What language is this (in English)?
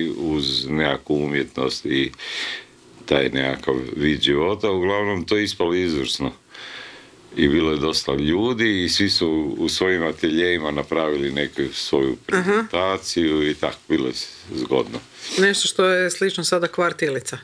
Croatian